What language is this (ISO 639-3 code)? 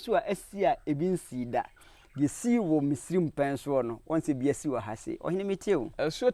aka